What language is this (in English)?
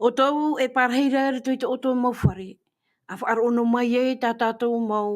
Tahitian